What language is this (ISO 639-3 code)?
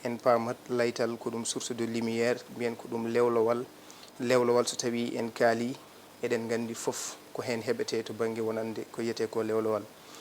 ful